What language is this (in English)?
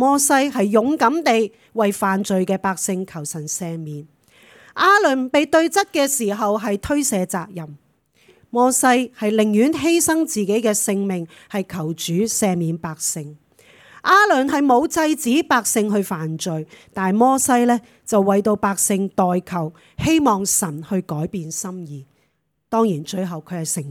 Cantonese